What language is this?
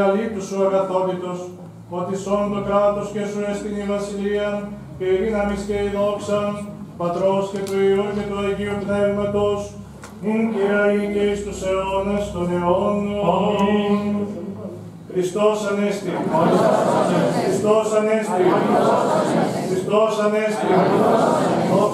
Greek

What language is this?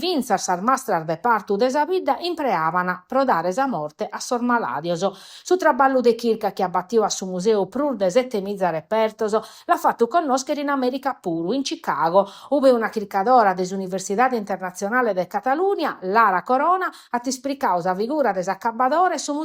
Sardinian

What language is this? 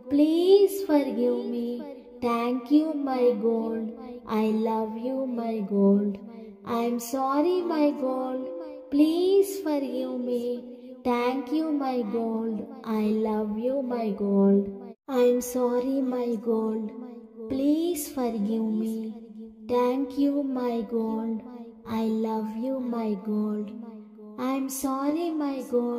English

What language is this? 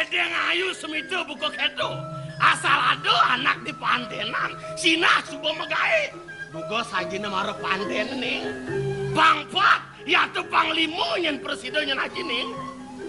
Balinese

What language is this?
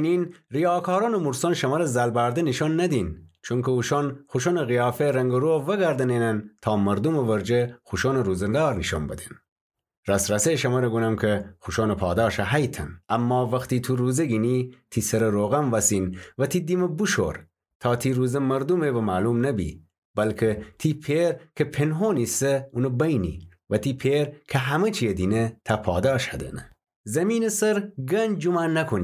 Gilaki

